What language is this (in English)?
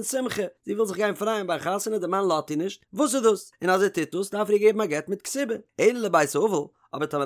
Yiddish